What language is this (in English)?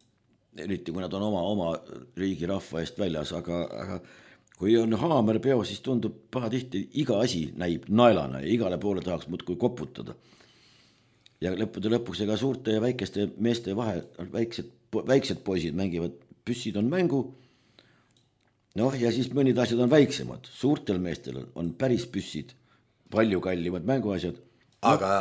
Estonian